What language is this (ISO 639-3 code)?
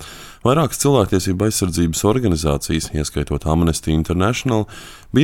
lav